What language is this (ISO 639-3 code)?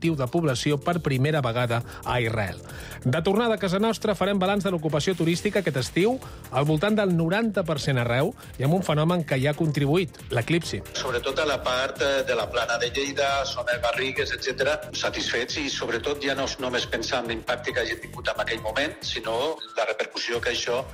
cat